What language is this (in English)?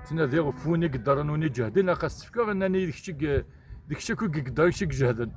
Kabyle